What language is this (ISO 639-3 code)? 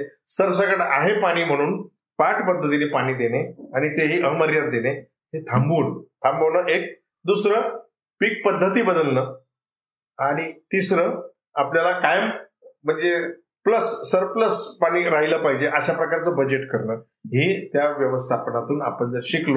mar